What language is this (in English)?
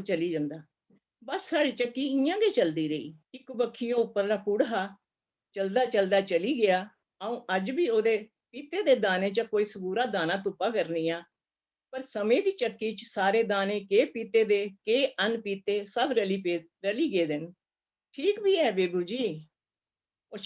Dogri